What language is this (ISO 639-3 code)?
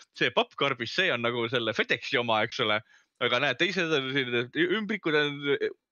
est